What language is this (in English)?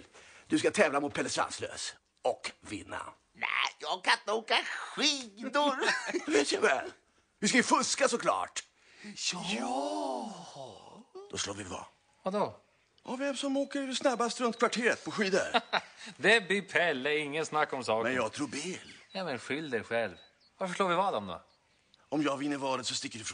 Swedish